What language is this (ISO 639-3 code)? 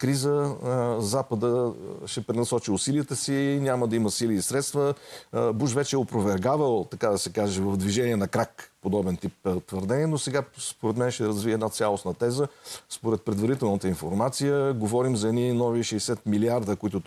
bul